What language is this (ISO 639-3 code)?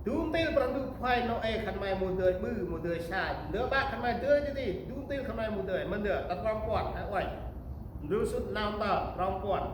cmo